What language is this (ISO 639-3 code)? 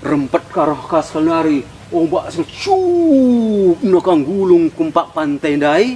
btx